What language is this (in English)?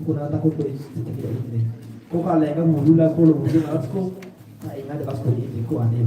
Kakwa